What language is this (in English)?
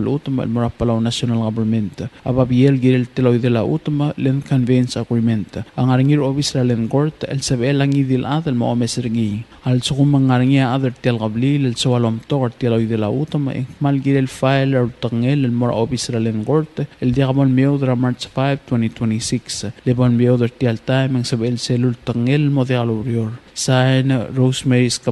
Palauan